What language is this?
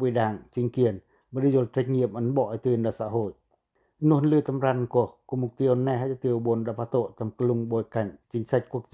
Pacoh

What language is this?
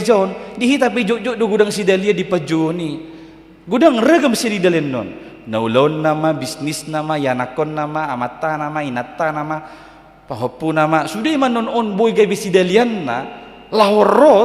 Batak Toba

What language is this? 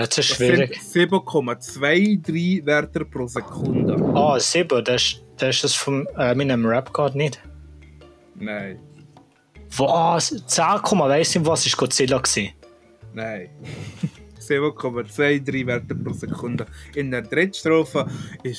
Swiss German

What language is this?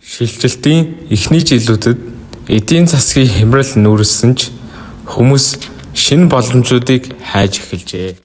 Mongolian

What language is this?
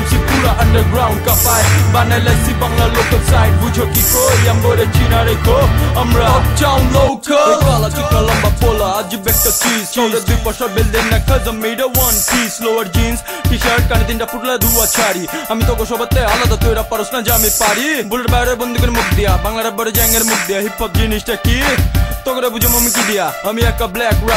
Bangla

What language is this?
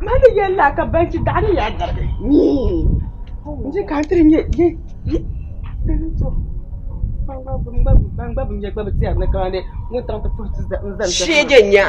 Dagbani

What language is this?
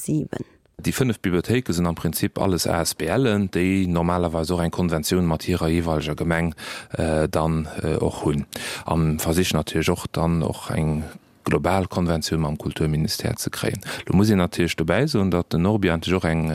Luxembourgish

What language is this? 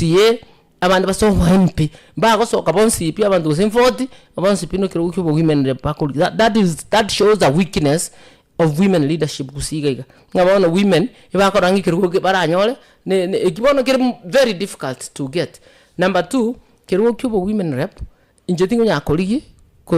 Gusii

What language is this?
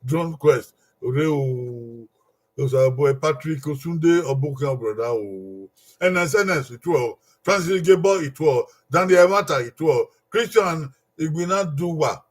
Bini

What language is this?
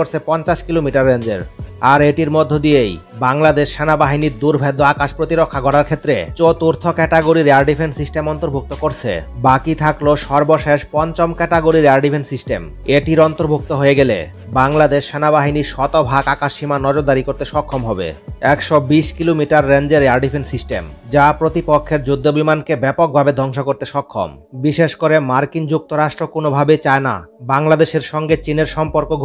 Bangla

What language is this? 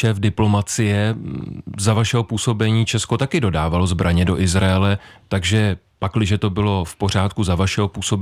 Czech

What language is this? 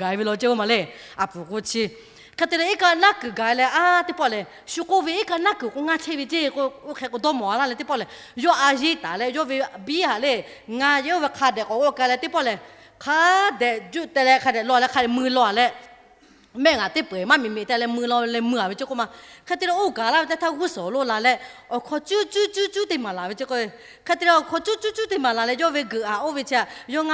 Lahu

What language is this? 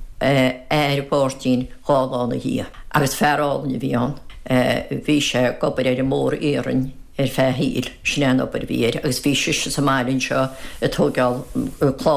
Irish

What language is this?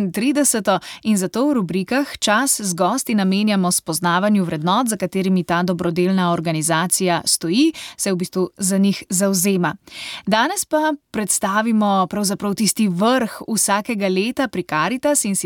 Slovenian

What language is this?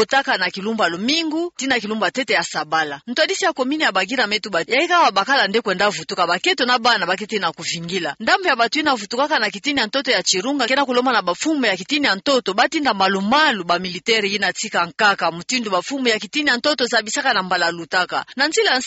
Kituba (Democratic Republic of Congo)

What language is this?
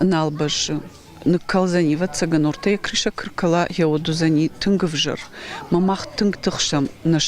Ossetic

